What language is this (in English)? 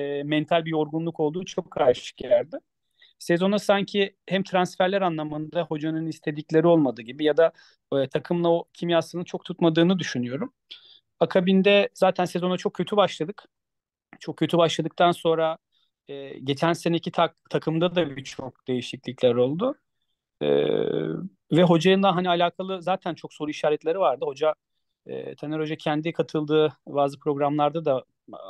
Turkish